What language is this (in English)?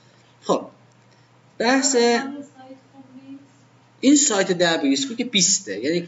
Persian